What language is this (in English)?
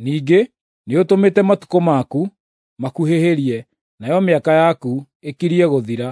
Kikuyu